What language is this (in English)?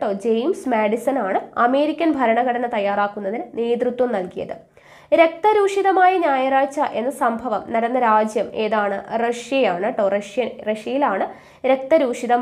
Malayalam